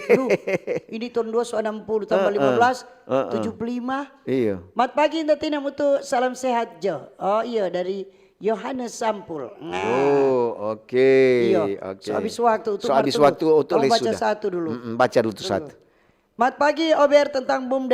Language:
Manado Malay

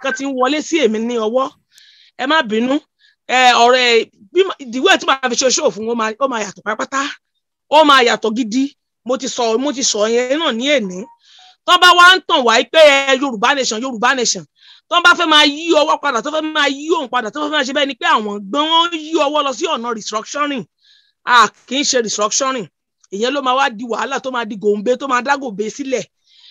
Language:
Yoruba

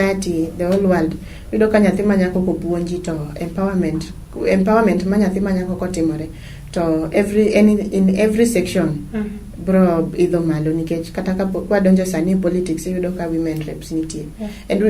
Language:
Luo (Kenya and Tanzania)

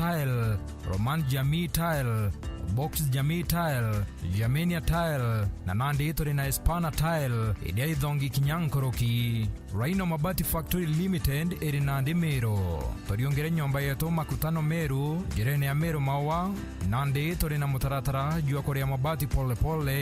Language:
Meru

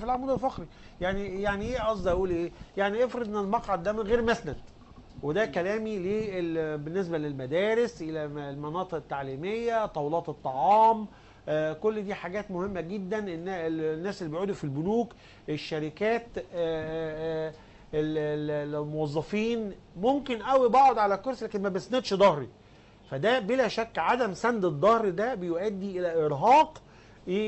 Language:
Egyptian Arabic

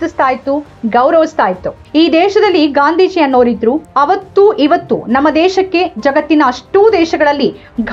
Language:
Kannada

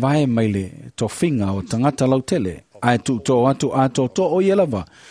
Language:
Samoan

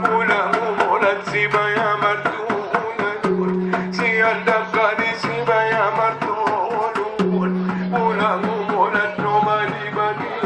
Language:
Batak Angkola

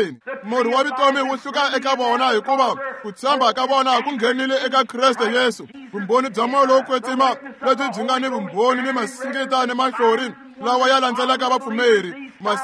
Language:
Tsonga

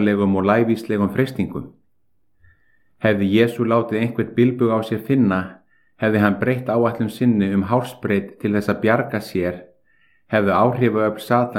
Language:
Icelandic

